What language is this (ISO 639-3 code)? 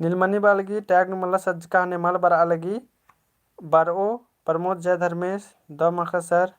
kru